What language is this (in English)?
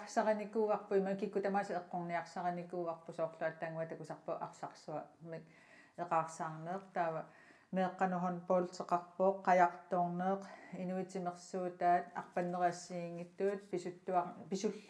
Kalaallisut